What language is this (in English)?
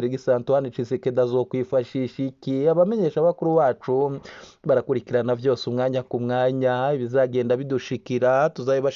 Rundi